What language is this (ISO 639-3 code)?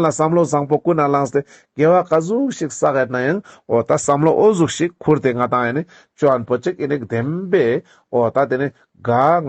lbj